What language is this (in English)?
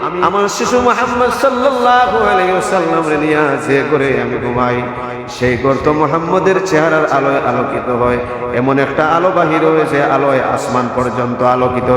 Sylheti